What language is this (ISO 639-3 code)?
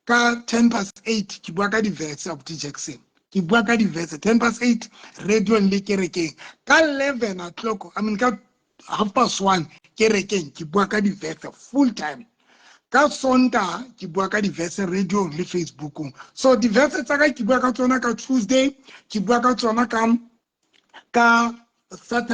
sot